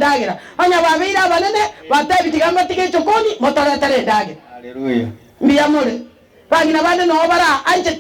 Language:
Gusii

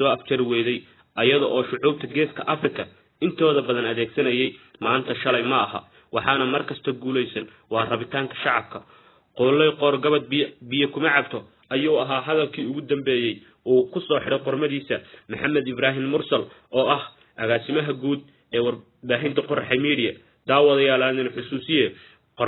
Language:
Somali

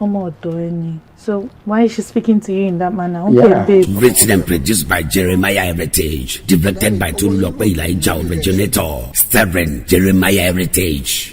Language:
Yoruba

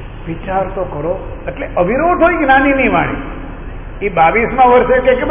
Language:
Gujarati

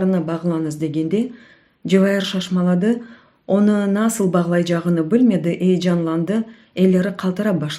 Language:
Crimean Tatar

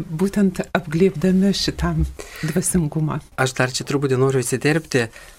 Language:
Lithuanian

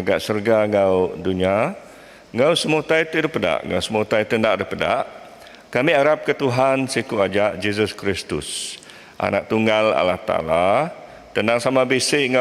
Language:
Iban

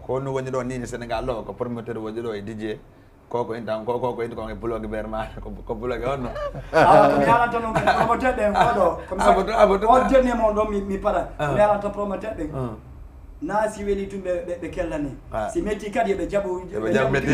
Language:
Fula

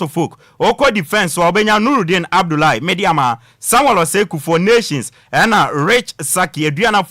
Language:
Akan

